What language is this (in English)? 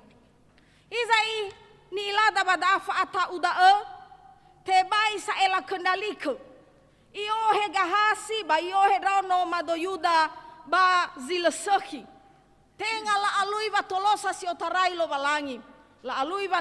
Nias